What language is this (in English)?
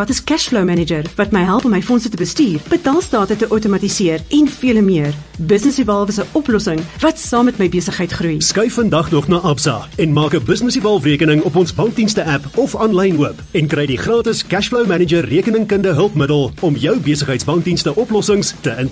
Afrikaans